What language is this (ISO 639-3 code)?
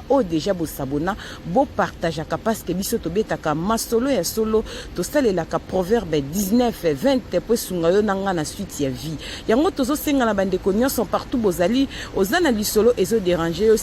lin